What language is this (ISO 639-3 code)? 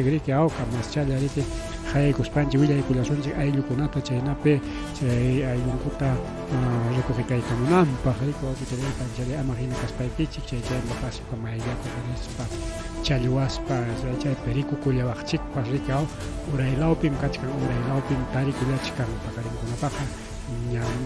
quy